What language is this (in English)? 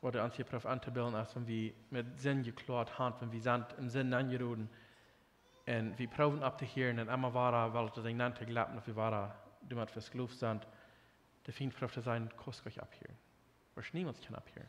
Plautdietsch